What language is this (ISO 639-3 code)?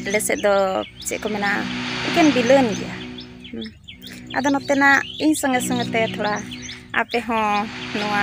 sat